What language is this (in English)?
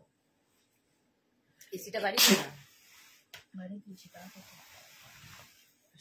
Bangla